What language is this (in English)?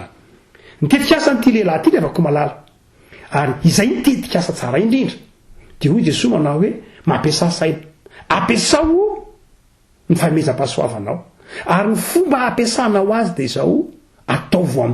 Malagasy